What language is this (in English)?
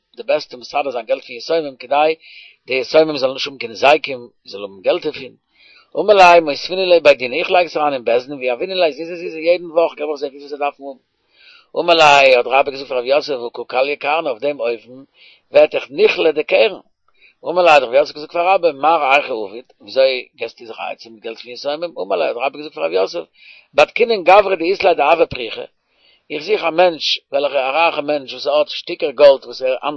Yiddish